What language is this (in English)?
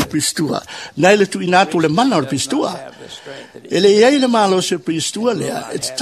Samoan